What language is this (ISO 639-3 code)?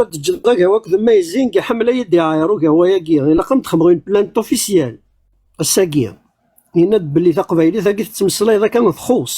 kab